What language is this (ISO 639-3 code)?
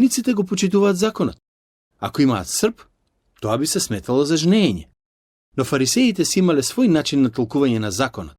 mkd